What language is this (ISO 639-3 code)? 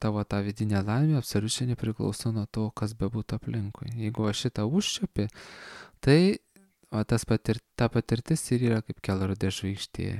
lit